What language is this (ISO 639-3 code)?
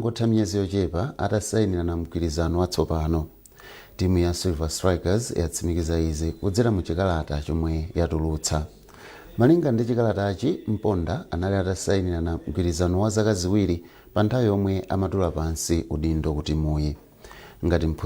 nya